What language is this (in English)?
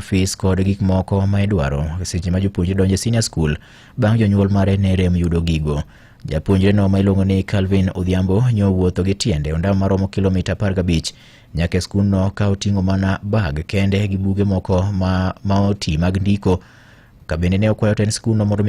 Luo (Kenya and Tanzania)